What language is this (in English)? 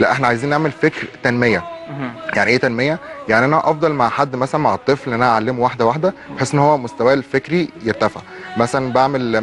Egyptian Arabic